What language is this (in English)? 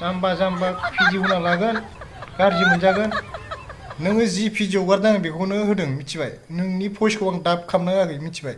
Bodo